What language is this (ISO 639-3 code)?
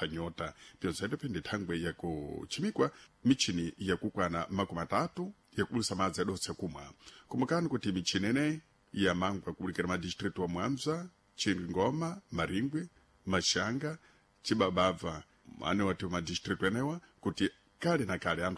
seh